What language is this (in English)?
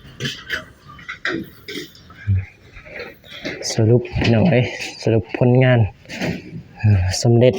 Lao